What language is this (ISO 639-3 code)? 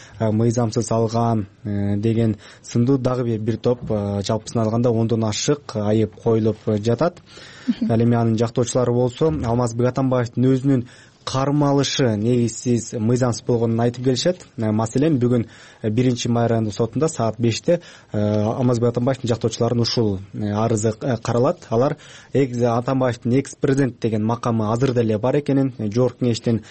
kir